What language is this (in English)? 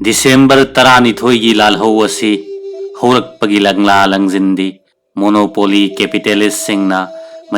Manipuri